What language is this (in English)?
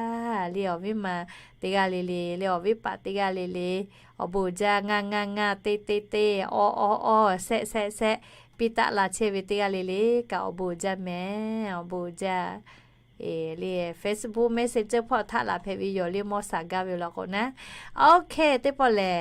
Lahu